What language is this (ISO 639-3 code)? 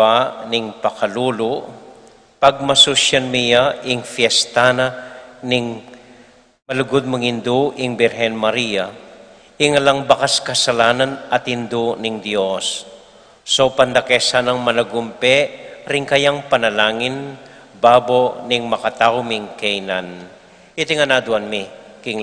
pam